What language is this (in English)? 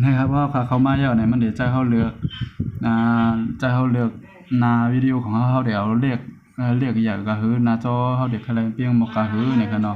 Shan